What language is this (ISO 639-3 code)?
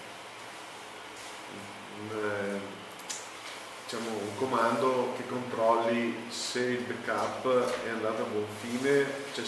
ita